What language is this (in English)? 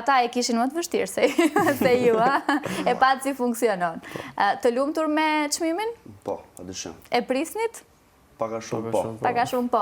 Albanian